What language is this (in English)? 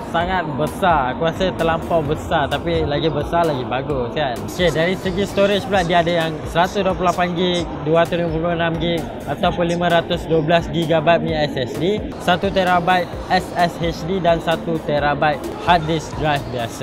Malay